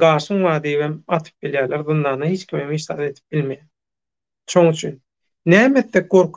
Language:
Turkmen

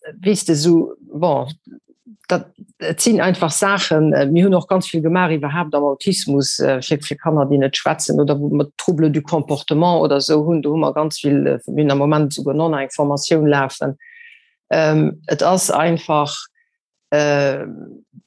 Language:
Luxembourgish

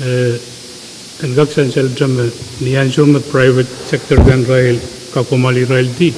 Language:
Pohnpeian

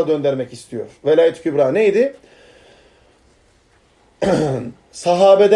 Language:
Turkish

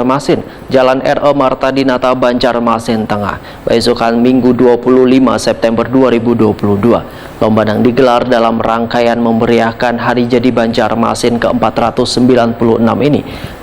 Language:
Banjar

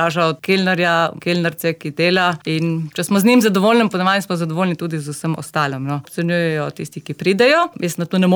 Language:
Slovenian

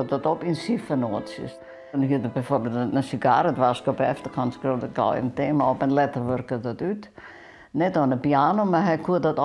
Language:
Western Frisian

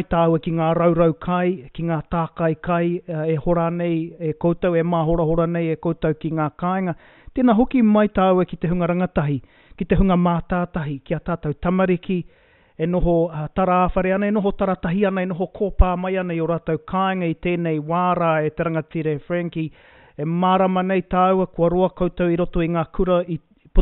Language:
Māori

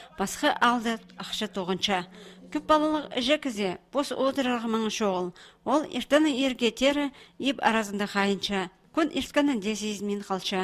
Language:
Khakas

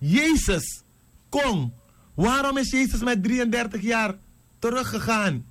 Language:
Sranan Tongo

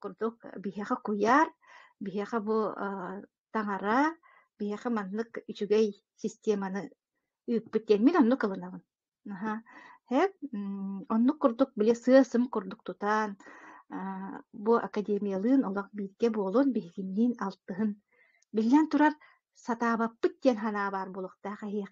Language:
Yakut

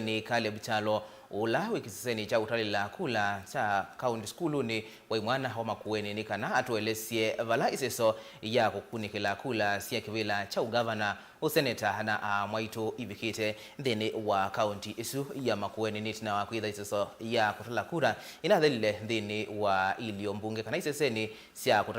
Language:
Kamba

